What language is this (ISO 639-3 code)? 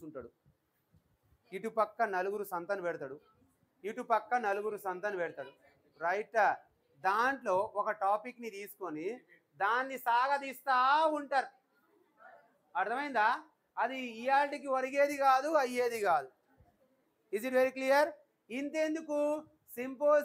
tel